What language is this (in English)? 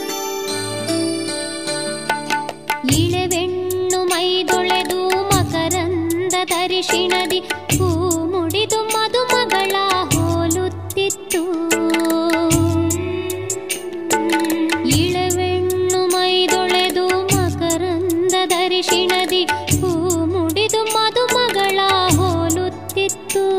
Kannada